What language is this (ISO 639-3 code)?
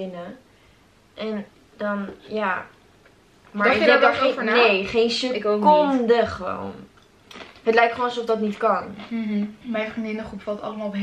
nld